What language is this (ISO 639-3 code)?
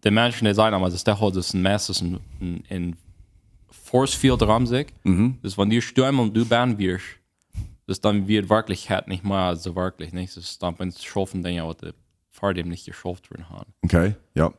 pdt